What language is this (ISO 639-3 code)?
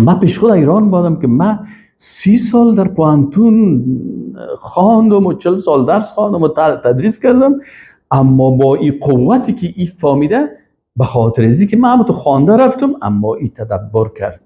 fas